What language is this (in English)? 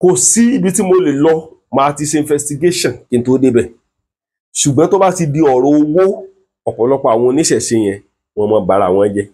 Yoruba